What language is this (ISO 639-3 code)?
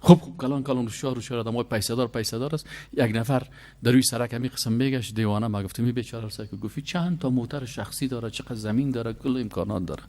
fas